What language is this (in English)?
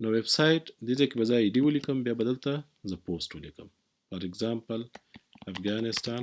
Pashto